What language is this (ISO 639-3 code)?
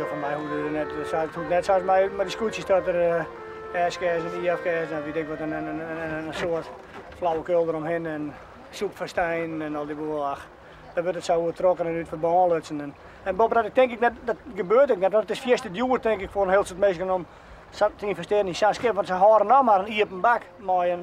fry